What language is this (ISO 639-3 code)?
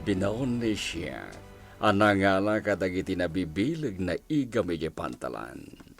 ilo